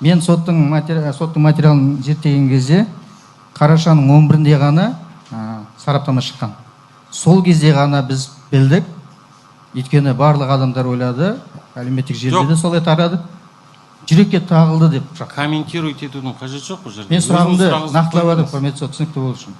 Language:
Kazakh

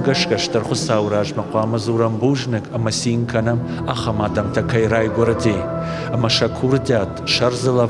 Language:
Ossetic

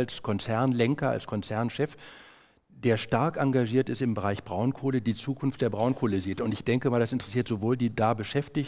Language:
German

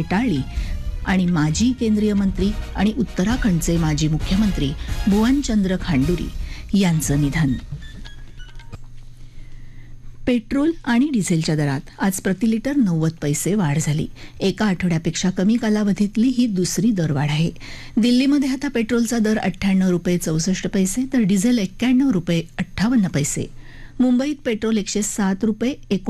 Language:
Marathi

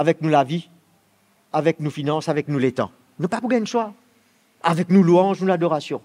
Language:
Morisyen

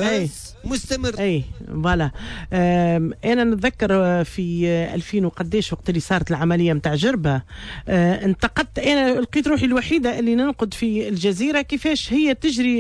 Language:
Tunisian Arabic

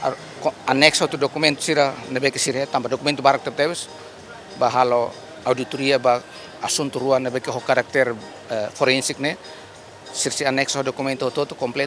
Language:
Tetum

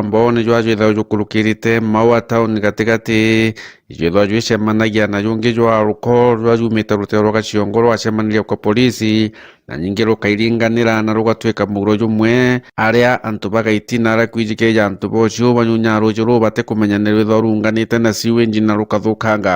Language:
Meru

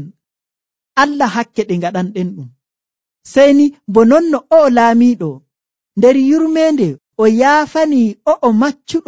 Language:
Nigerian Fulfulde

